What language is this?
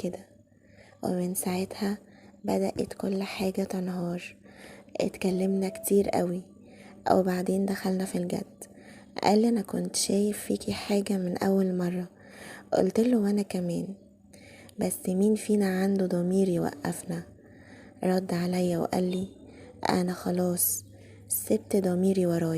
Egyptian Arabic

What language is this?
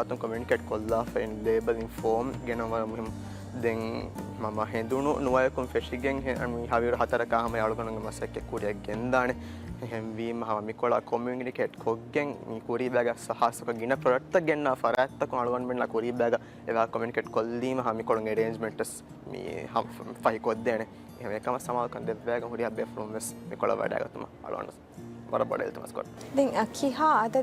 Divehi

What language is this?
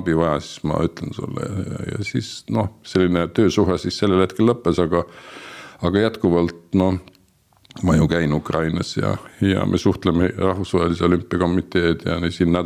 Estonian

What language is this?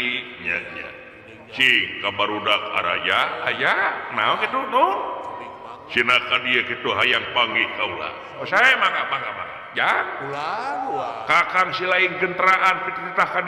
Sundanese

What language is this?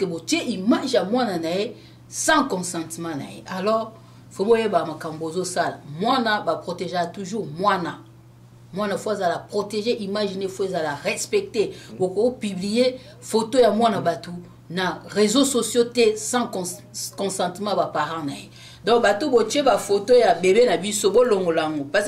Lingala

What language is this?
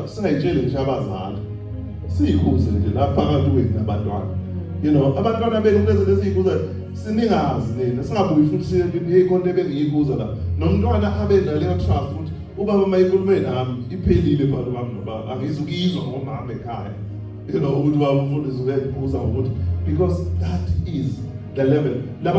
Zulu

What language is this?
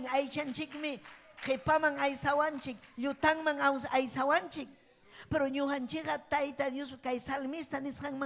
Ayacucho Quechua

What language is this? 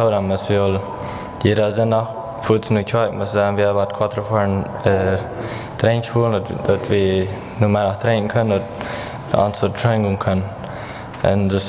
Plautdietsch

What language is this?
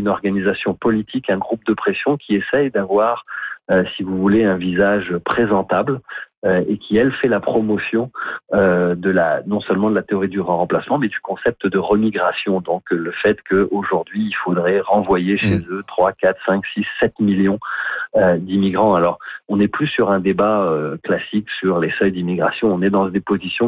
French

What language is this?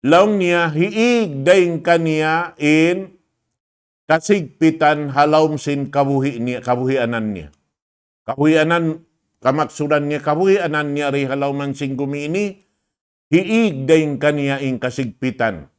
Tausug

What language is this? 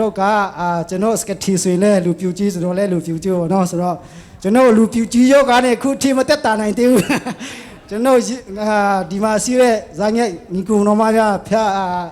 Falam Chin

